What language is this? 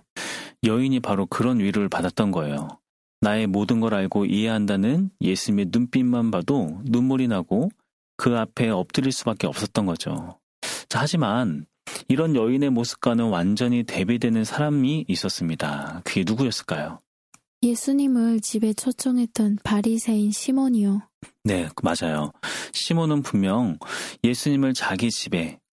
Korean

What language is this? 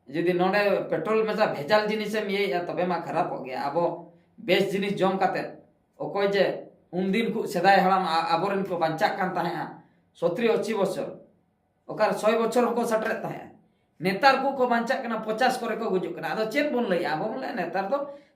Santali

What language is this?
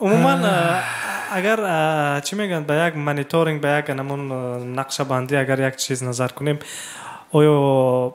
Tajik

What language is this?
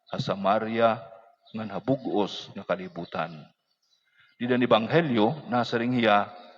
Waray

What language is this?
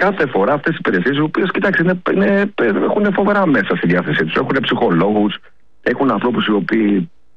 Greek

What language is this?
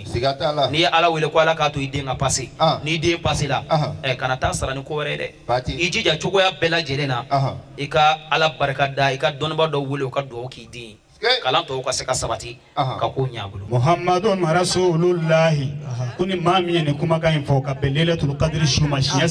Bambara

